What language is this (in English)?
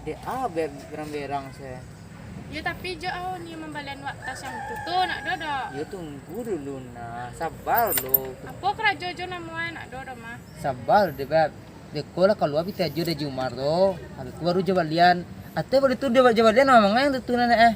Minangkabau